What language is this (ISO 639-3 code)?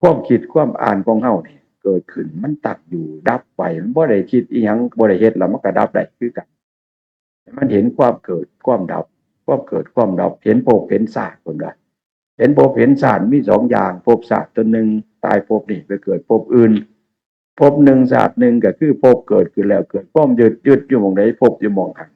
tts